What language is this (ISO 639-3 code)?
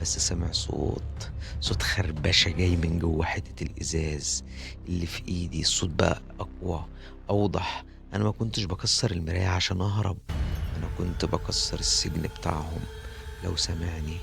arz